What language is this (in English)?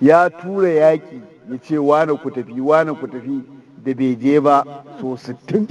Hausa